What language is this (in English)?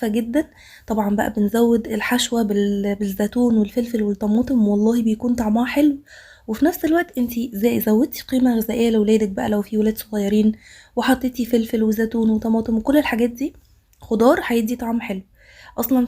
Egyptian Arabic